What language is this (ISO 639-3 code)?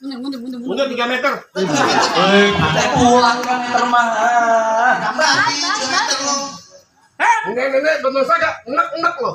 bew